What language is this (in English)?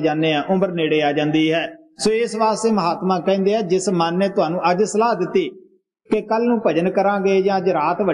Punjabi